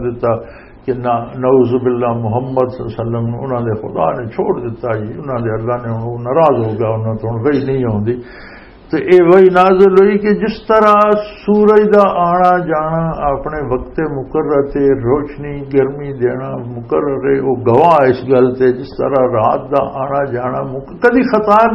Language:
Western Panjabi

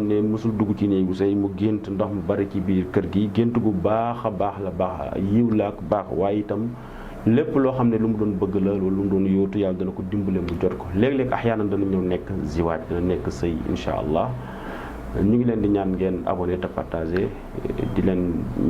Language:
Wolof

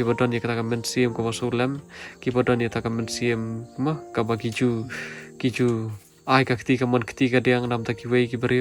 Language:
Khasi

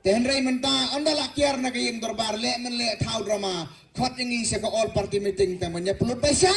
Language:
Khasi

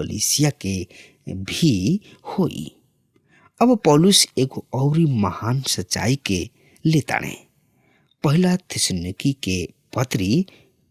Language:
Bhojpuri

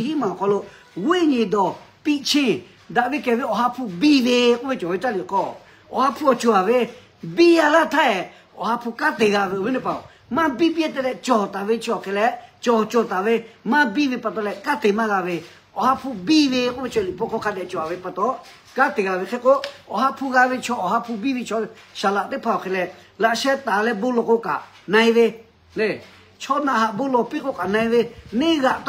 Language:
Lahu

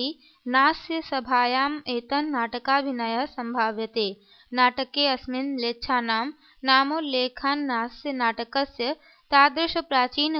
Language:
Sanskrit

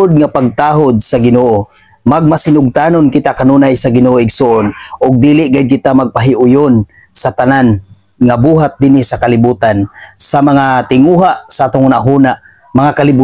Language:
Cebuano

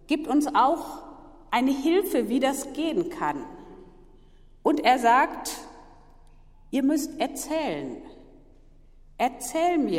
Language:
German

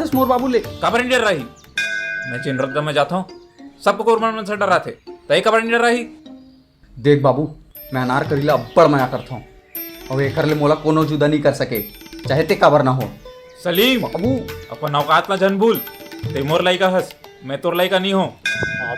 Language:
Chhattisgarhi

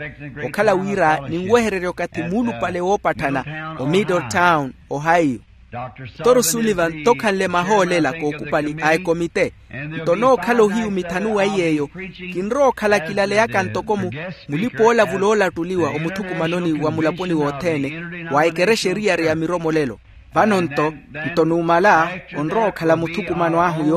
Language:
Makhuwa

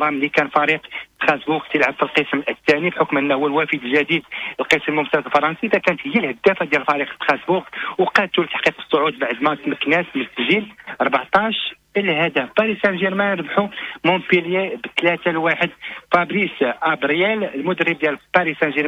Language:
Moroccan Arabic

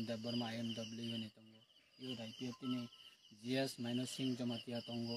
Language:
Kok Borok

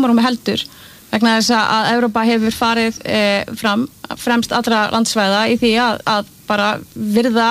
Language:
Icelandic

